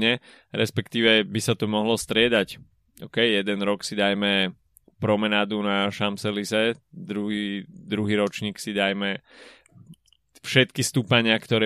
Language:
Slovak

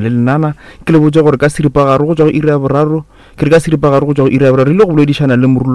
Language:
Northern Sotho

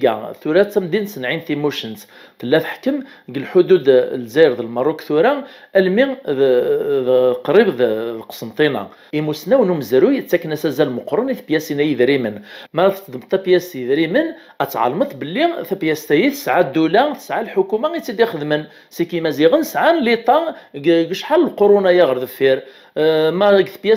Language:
Kabyle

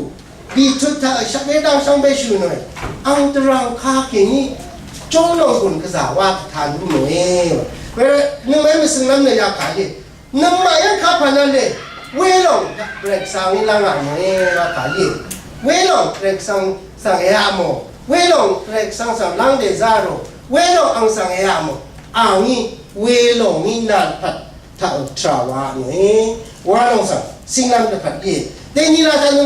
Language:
Rawang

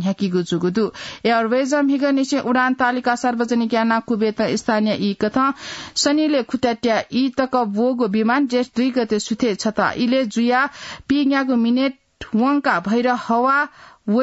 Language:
Newari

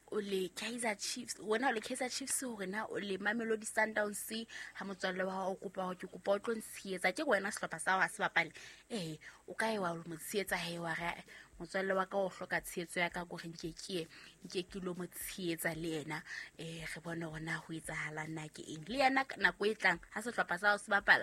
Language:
Southern Sotho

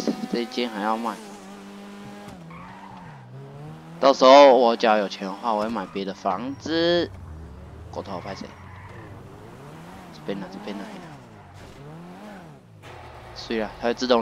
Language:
Chinese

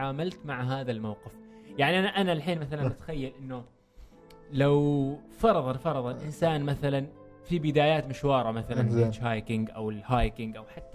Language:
Gulf Arabic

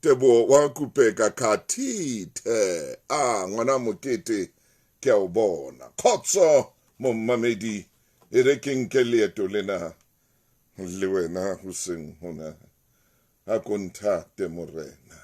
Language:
Southern Sotho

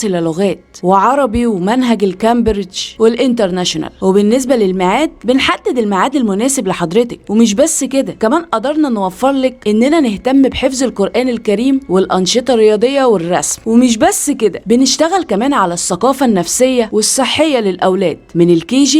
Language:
Egyptian Arabic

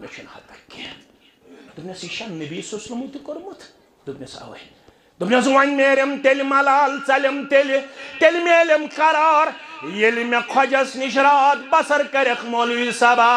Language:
Kashmiri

